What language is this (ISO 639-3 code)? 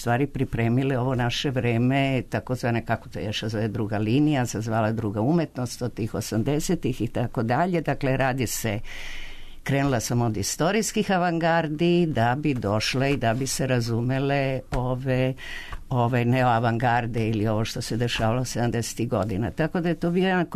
srp